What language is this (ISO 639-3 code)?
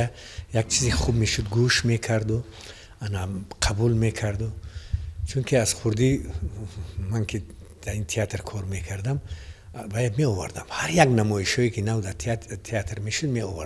tgk